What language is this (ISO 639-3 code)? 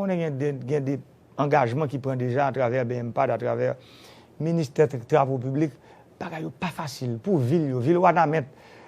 hat